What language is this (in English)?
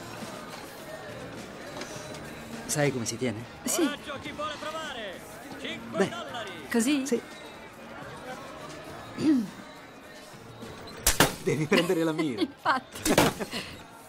Italian